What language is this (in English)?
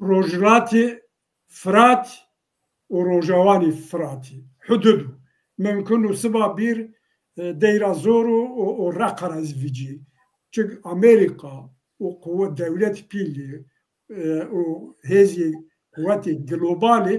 Zaza